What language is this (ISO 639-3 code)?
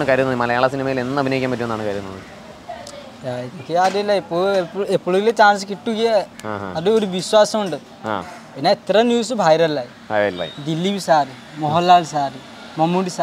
mal